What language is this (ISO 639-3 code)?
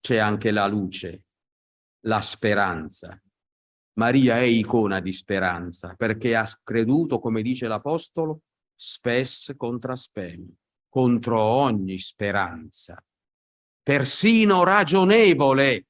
ita